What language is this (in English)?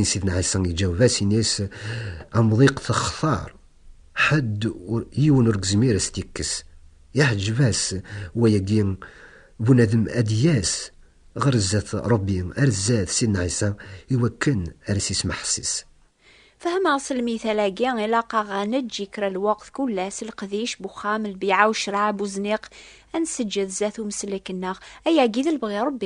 Kabyle